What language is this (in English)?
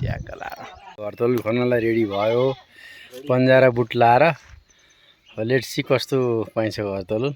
Nepali